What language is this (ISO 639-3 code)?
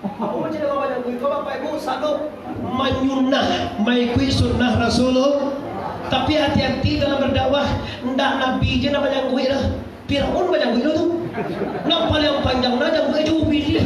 min